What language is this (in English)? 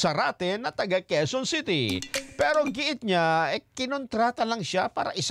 Filipino